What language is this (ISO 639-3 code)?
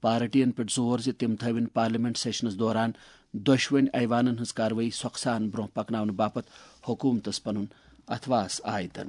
kas